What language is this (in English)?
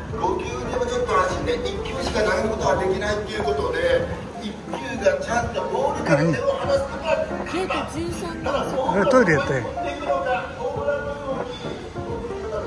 Japanese